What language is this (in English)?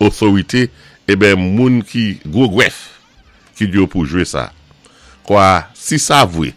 Saint Lucian Creole French